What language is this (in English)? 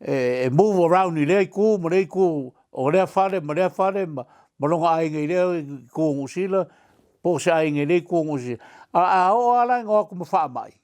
Samoan